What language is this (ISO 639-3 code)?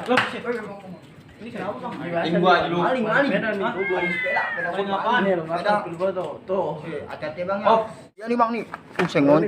bew